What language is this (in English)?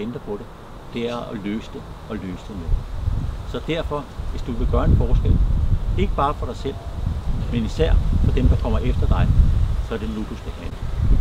Danish